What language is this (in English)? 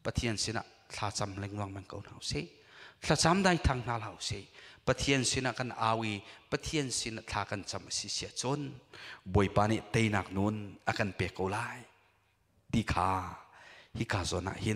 Hakha Chin